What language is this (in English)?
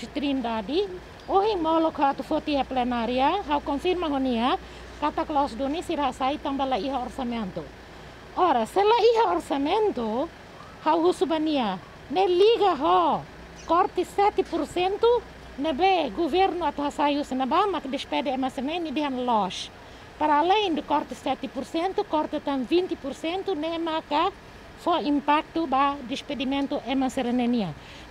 Tetum